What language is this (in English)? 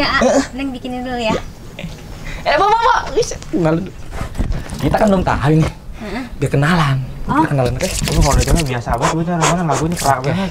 Betawi